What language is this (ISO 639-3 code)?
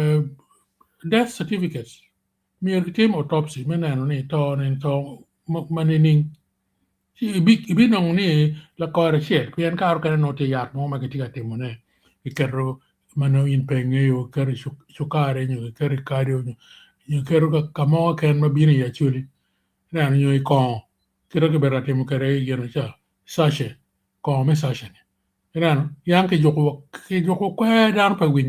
ach